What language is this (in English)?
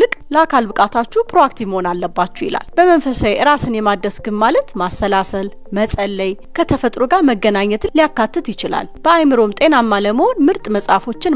Amharic